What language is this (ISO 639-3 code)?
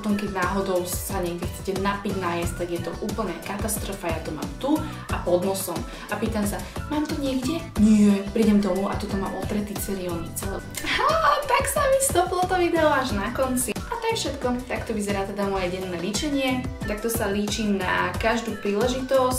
slk